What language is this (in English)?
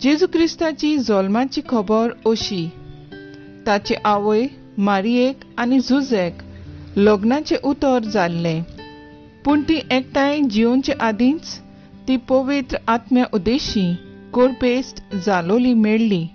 Konkani